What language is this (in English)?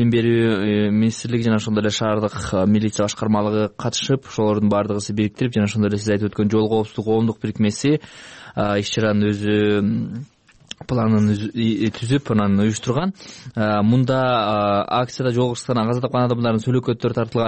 Kyrgyz